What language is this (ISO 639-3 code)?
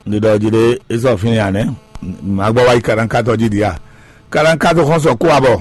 fon